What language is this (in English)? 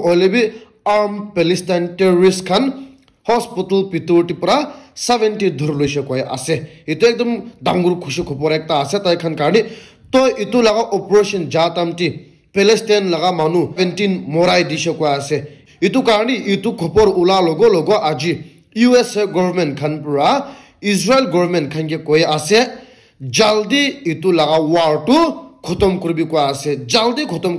Naga Pidgin